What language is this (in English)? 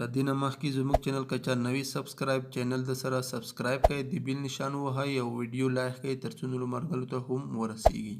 Pashto